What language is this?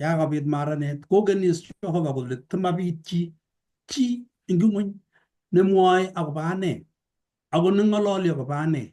Kalenjin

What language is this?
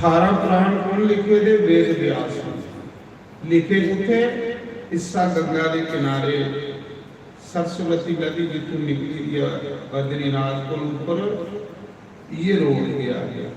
Dogri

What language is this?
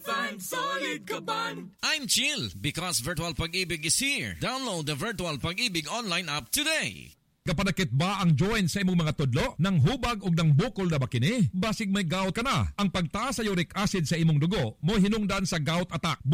Cebuano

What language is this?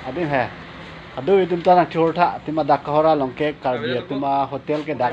Karbi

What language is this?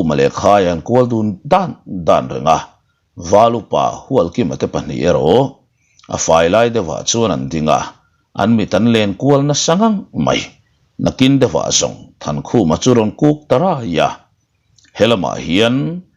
Mizo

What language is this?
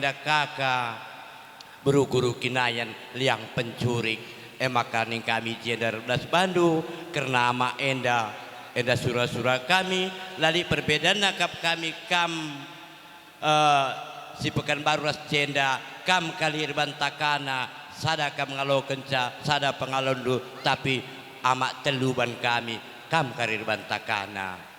Batak Karo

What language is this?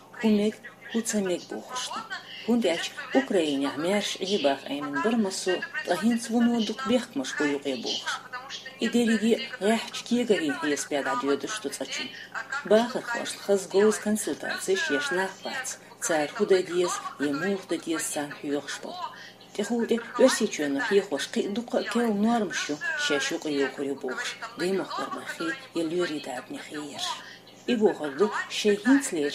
Chechen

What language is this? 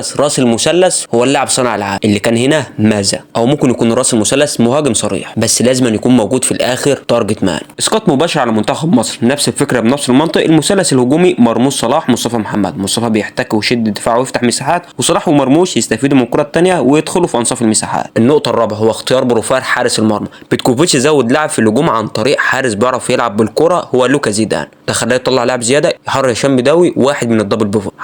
Egyptian Arabic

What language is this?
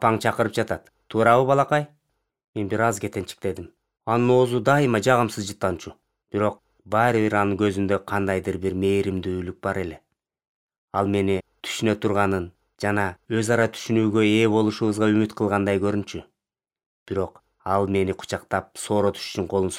Kyrgyz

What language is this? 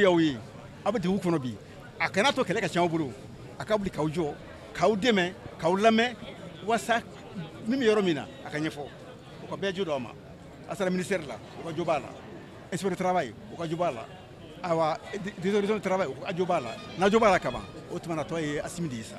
Bambara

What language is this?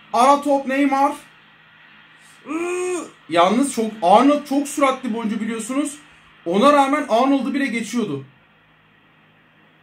Turkish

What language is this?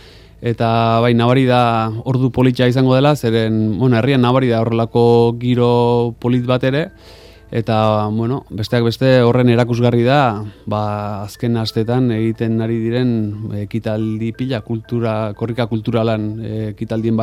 Basque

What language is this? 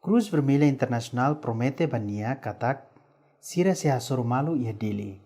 Tetum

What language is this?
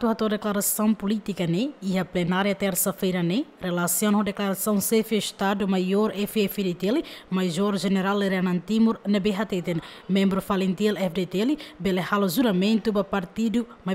Tetum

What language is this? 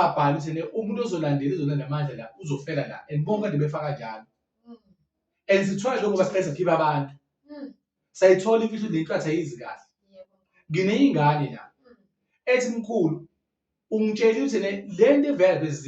Zulu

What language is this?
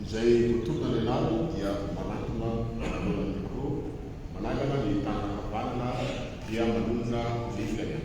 Malagasy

